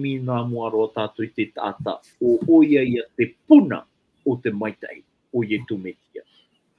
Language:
Tahitian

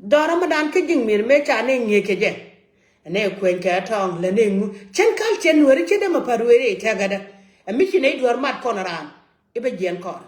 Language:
Nuer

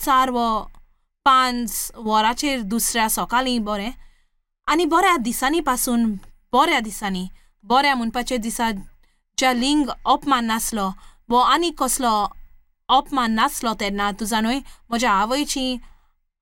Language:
Konkani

